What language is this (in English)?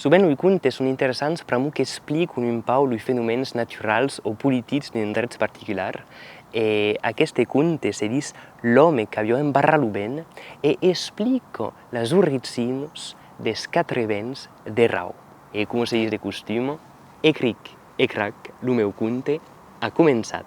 Occitan